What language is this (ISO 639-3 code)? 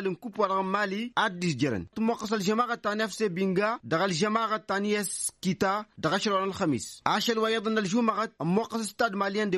taq